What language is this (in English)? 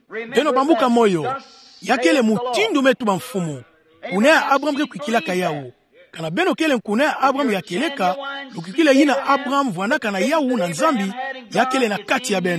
Kituba (Democratic Republic of Congo)